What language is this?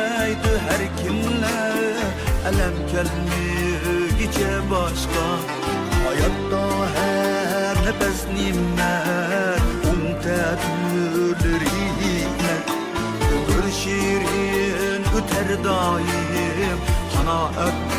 Uyghur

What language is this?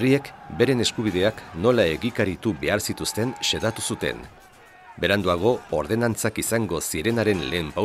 Basque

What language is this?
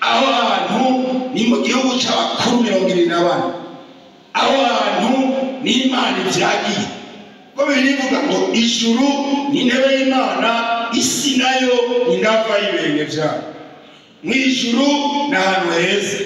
Rundi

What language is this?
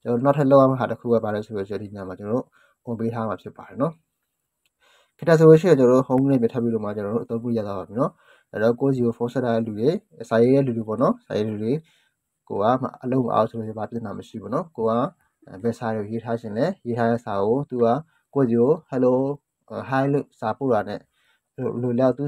Burmese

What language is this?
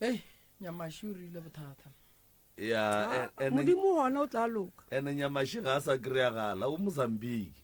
Northern Sotho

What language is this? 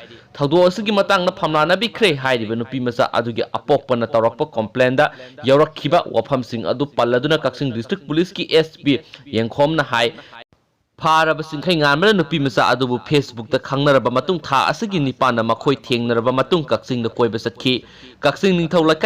Manipuri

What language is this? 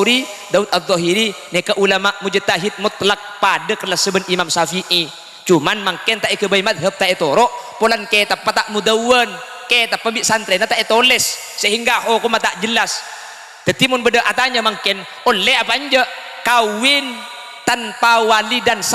Madurese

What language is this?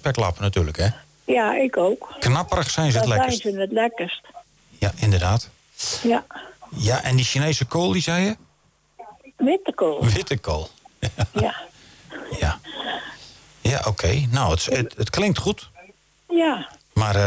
Dutch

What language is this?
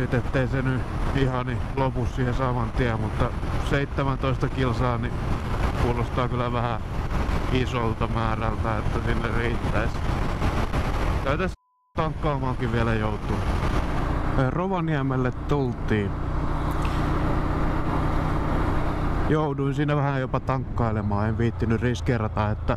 Finnish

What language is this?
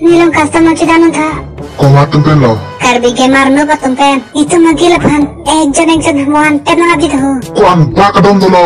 Karbi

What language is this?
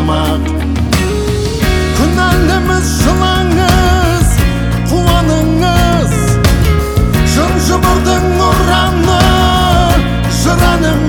Kazakh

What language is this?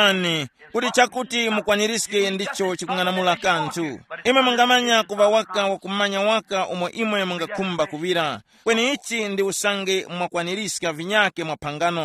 Tumbuka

